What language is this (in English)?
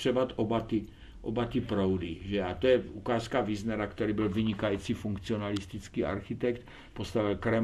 Czech